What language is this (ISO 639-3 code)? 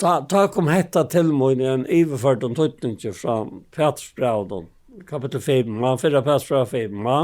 fao